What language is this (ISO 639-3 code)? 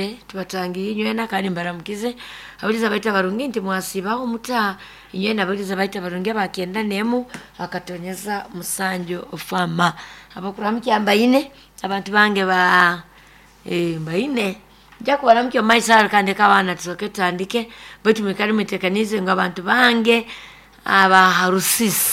nyo